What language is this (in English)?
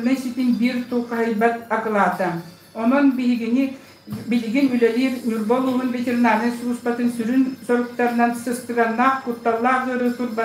Yakut